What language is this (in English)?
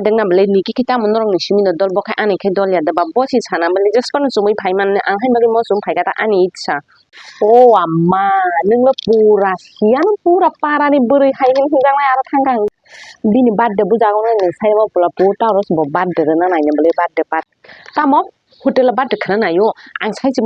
Kok Borok